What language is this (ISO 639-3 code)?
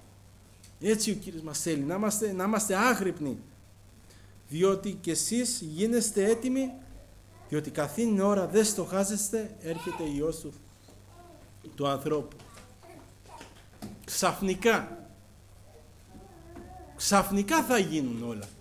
ell